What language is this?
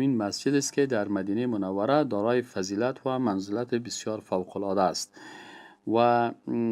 Persian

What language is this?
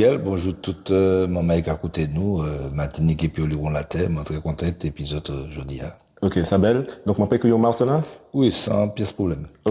Guadeloupean Creole French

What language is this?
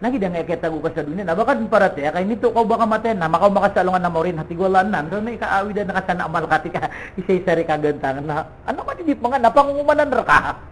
Maranao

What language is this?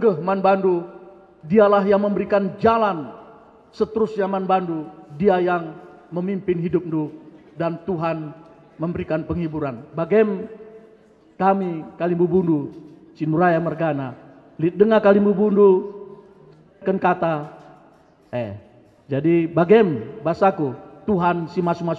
Batak Karo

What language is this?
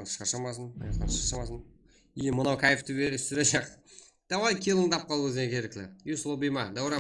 Kara-Kalpak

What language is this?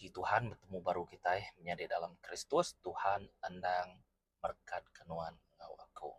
Iban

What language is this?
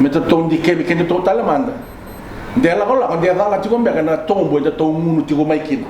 Fijian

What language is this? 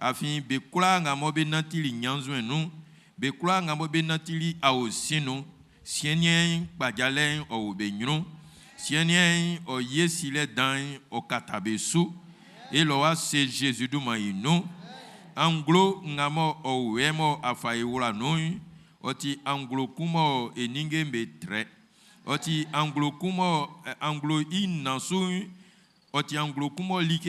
Baoulé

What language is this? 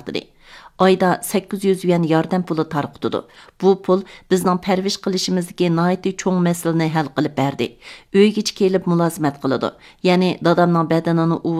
Uyghur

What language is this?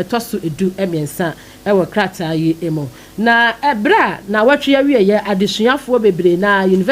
Akan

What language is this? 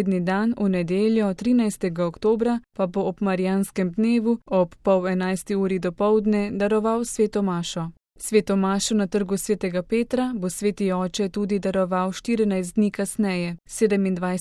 Slovenian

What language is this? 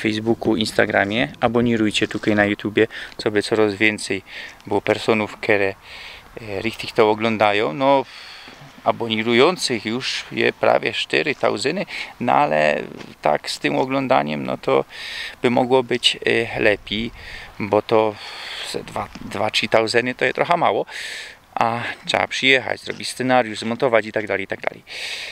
Silesian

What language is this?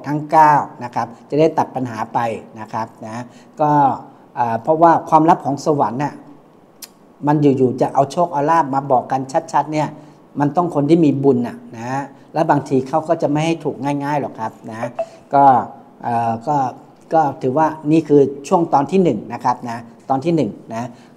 Thai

